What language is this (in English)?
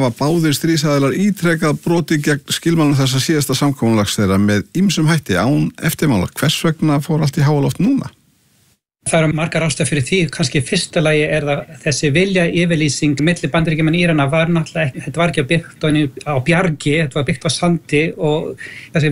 Icelandic